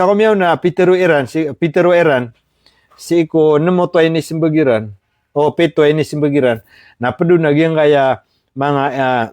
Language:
Maranao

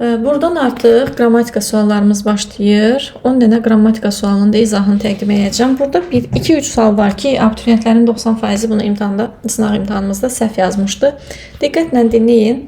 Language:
Azerbaijani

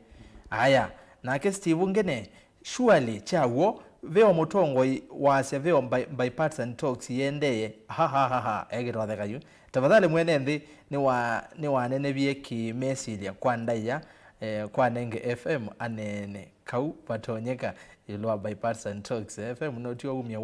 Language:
Kamba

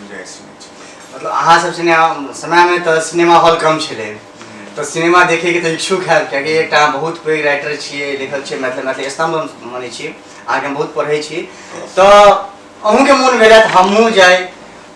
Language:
Maithili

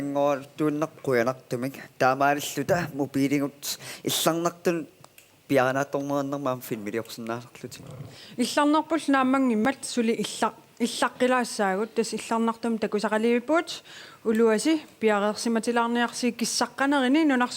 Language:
Kalaallisut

